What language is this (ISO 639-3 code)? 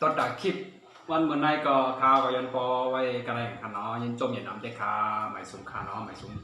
shn